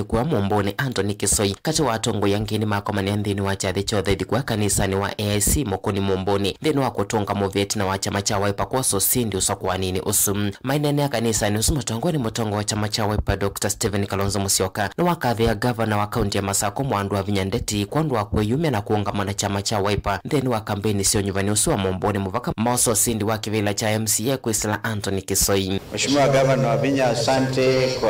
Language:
Kamba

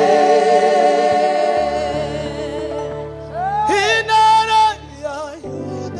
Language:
Kinyarwanda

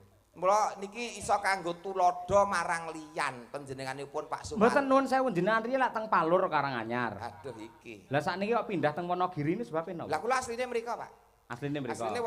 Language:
Javanese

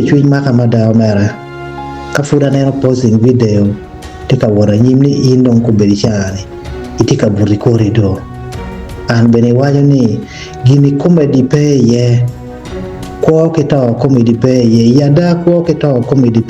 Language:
Acoli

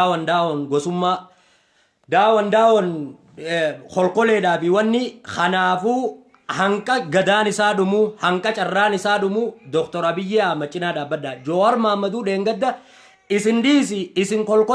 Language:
Oromo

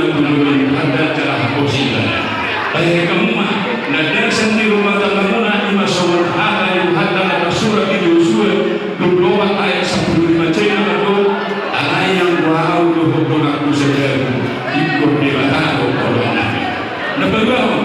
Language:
Batak Toba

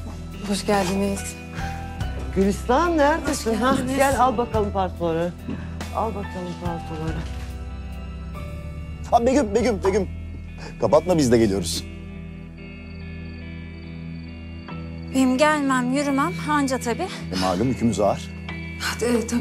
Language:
Turkish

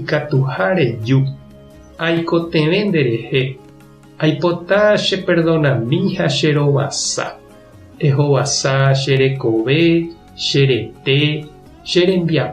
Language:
Guarani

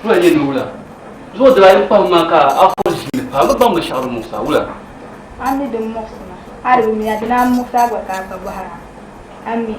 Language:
Dagbani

